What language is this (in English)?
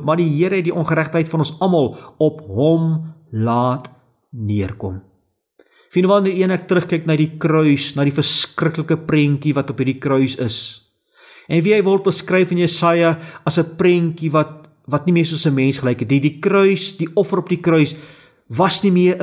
Afrikaans